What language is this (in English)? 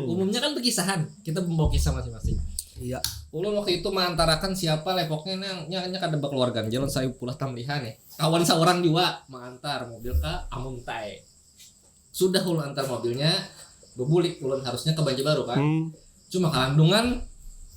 Banjar